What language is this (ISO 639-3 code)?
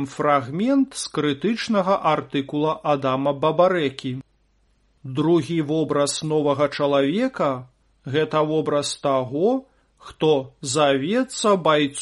bel